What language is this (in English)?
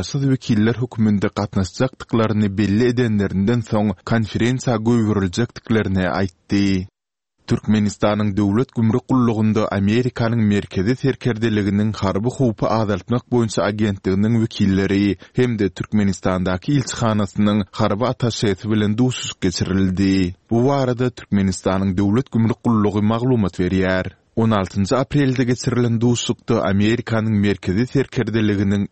Turkmen